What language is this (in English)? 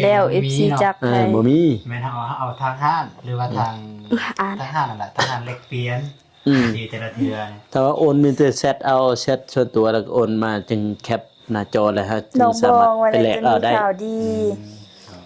Lao